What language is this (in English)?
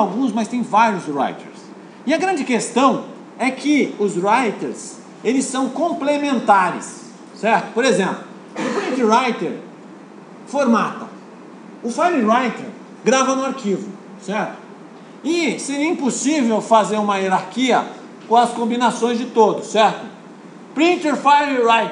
Portuguese